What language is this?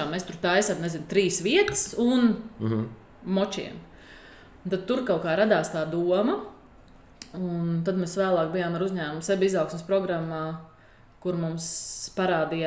Latvian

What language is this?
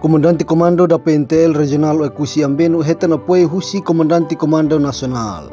Tetum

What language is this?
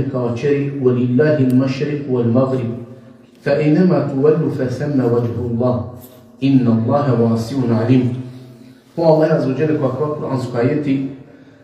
Balkan Romani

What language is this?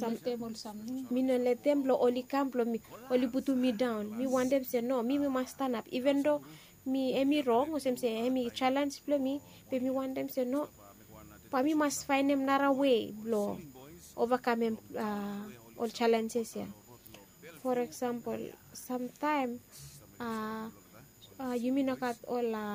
Bislama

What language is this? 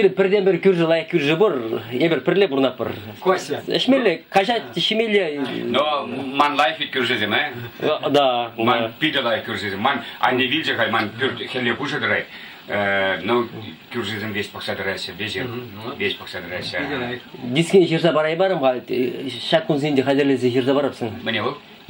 Chuvash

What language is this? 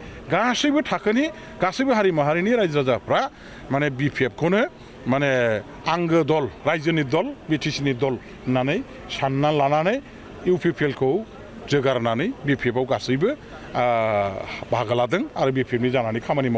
Bodo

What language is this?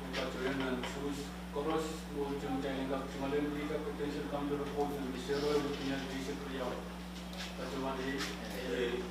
Pohnpeian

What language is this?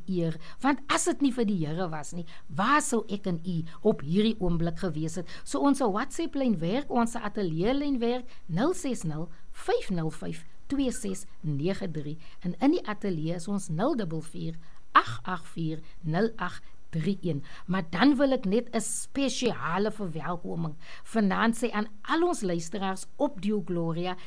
Afrikaans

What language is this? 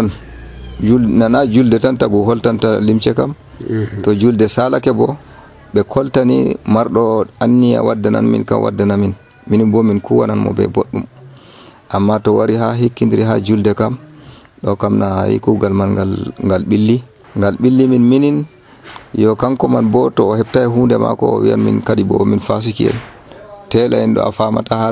Nigerian Fulfulde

